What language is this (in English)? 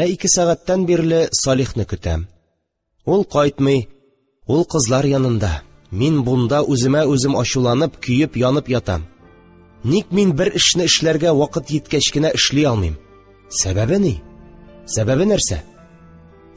Tatar